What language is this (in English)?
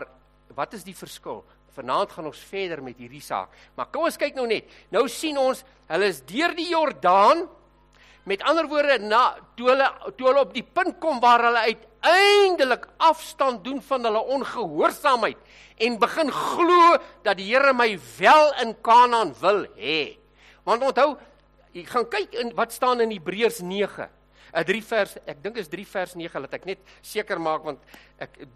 Afrikaans